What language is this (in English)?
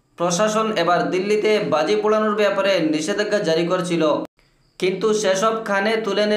Bangla